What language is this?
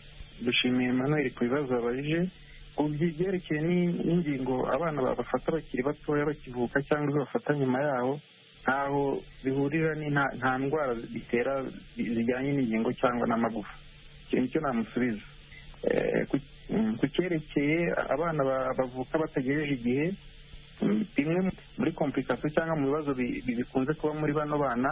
Kinyarwanda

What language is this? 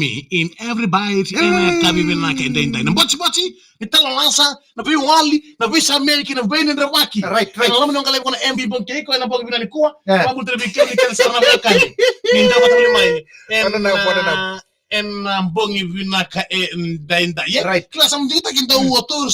Fijian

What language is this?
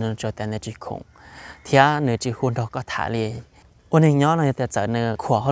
Hmong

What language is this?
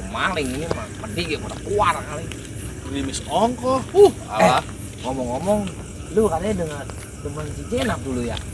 Betawi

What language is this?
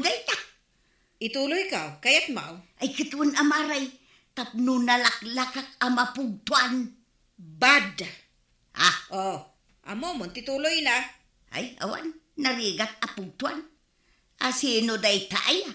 Iloko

